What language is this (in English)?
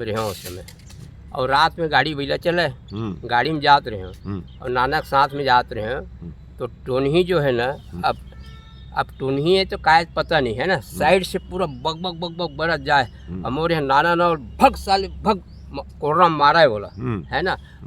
Chhattisgarhi